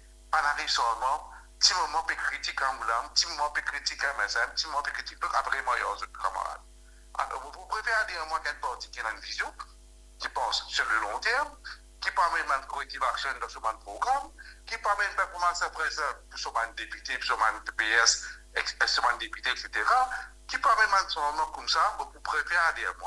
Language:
Morisyen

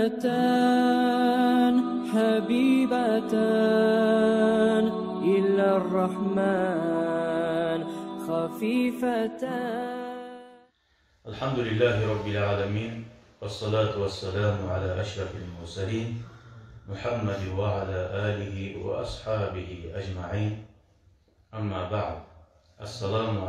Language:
Kumyk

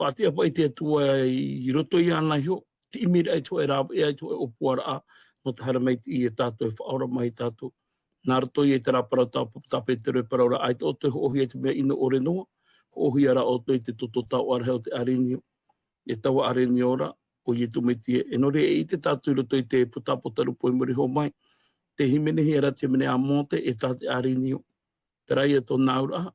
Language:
Tahitian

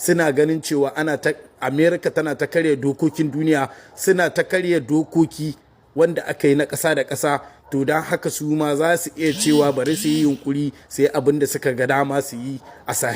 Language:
Hausa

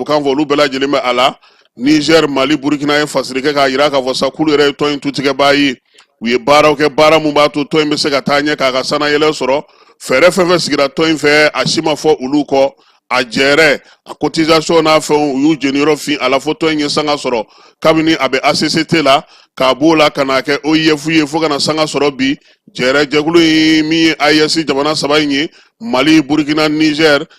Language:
Bambara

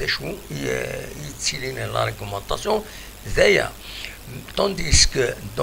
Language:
Kabyle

